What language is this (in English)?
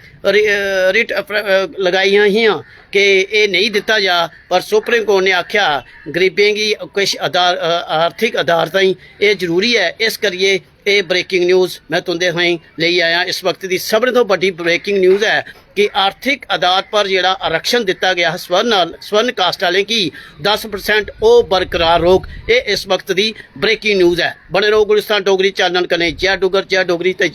Dogri